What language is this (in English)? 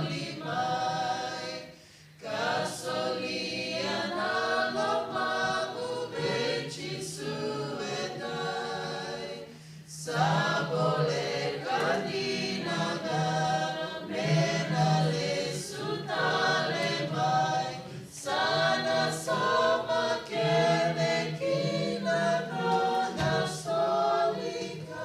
Fijian